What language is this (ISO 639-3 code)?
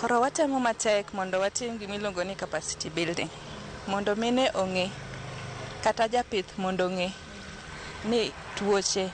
luo